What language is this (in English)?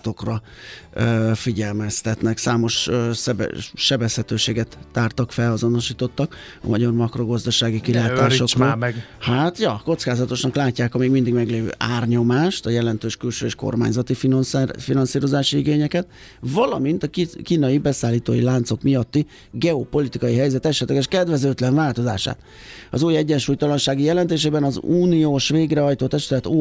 Hungarian